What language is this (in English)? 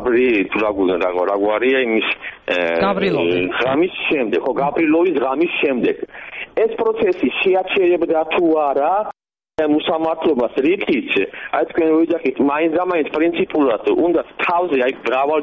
Georgian